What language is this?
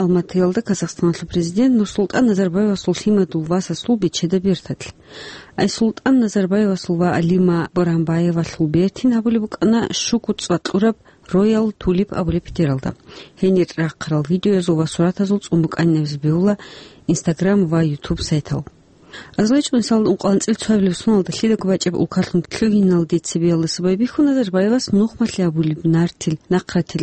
Avaric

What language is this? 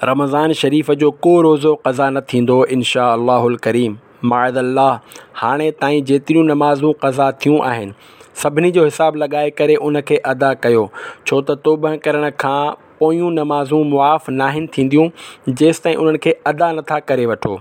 Sindhi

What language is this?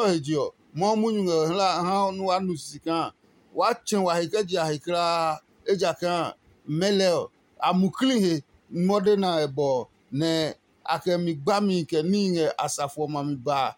Adangme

